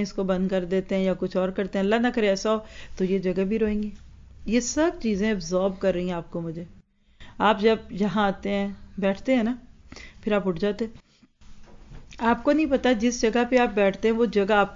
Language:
Urdu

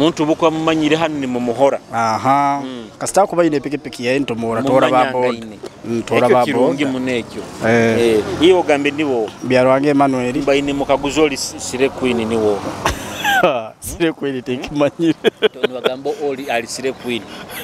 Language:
Nyoro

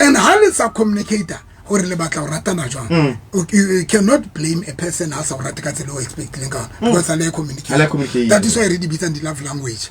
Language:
Southern Sotho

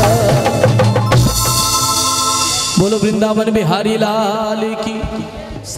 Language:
Hindi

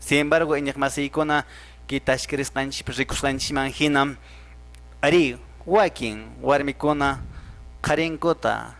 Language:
Quechua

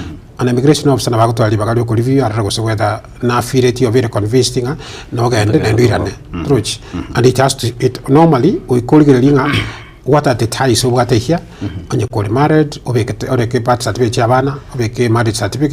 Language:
Gusii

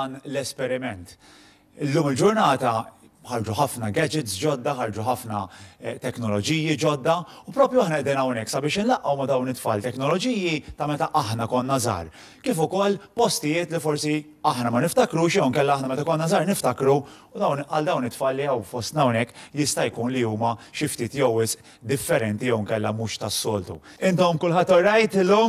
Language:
Maltese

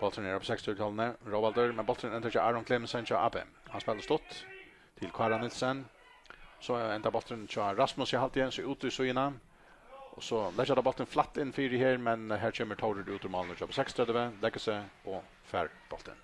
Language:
Faroese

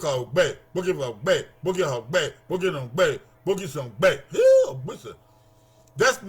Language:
Bini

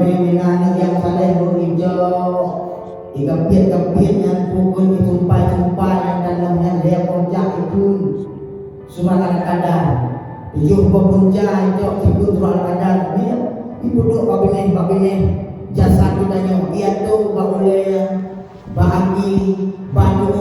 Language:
Achinese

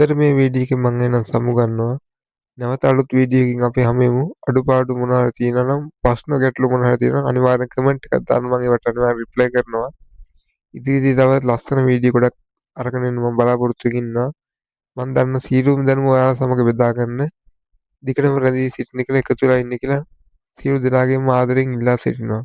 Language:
Sinhala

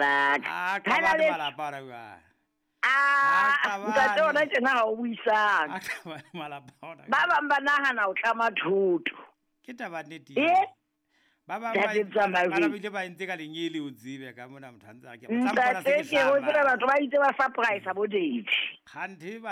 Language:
Southern Sotho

